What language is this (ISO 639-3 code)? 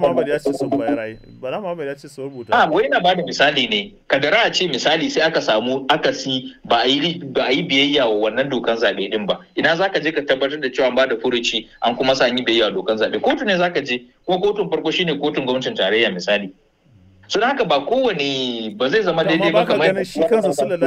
hau